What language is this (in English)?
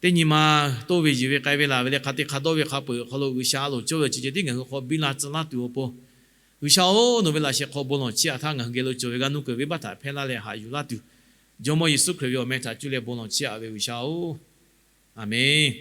Lahu